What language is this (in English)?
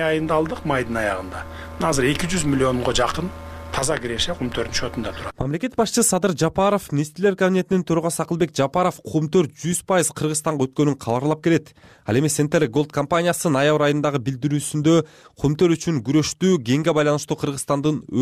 Kyrgyz